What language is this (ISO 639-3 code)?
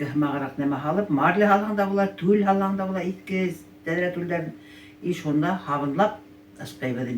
bak